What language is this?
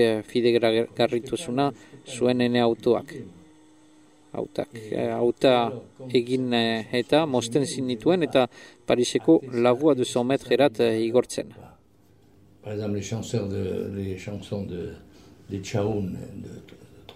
Basque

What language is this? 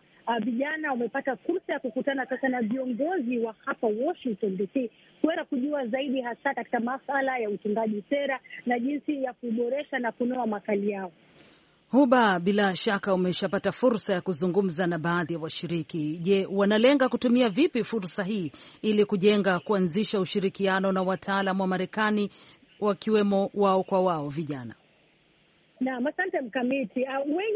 Swahili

